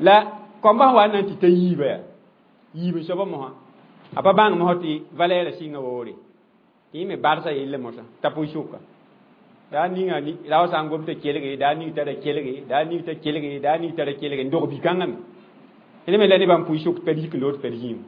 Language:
Mossi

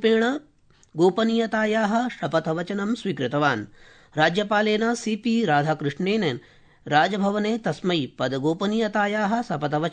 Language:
Sanskrit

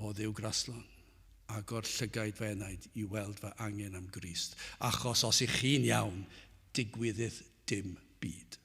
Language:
Welsh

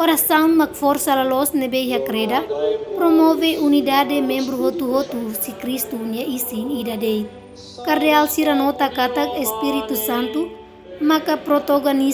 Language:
Tetum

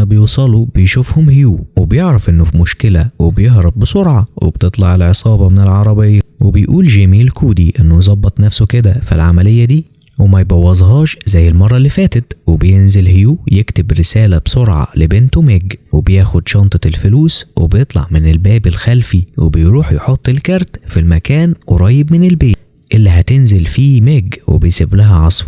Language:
Egyptian Arabic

